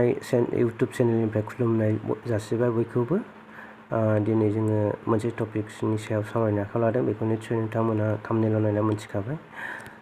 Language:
Bodo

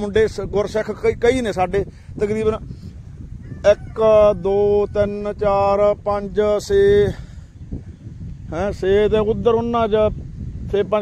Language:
Punjabi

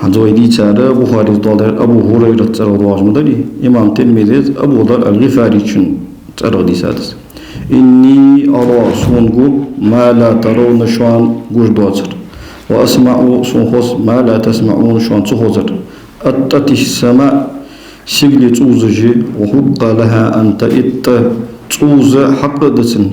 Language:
Ingush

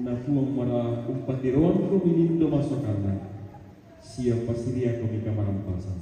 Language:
Toraja-Sa'dan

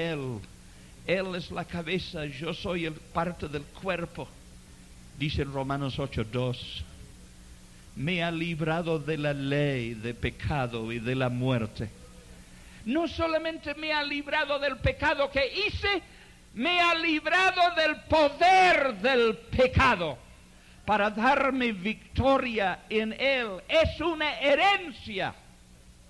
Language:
Spanish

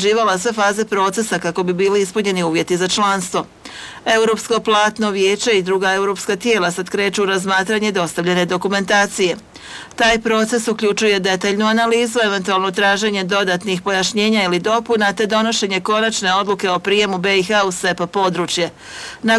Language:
Croatian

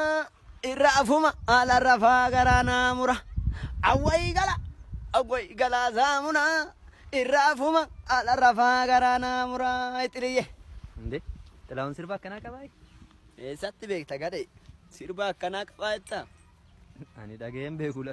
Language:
Oromo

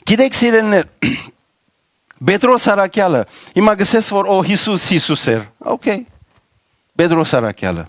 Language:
Western Armenian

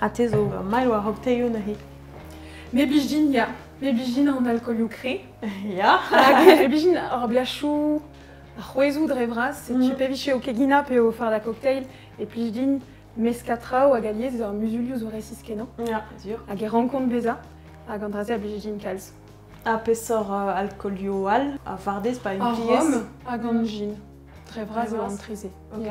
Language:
Breton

